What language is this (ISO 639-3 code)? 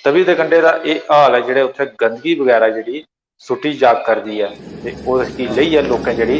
doi